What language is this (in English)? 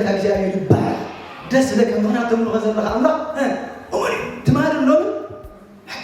Tigrinya